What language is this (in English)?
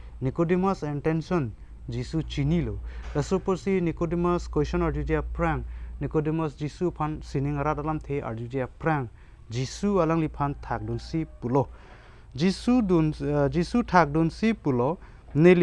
Karbi